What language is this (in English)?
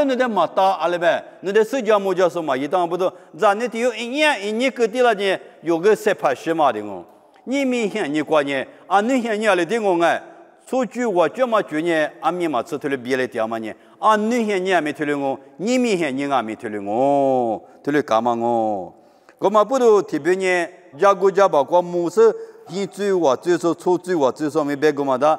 Lisu